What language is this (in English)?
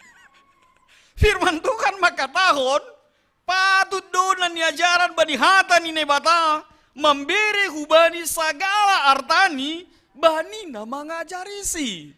Batak Simalungun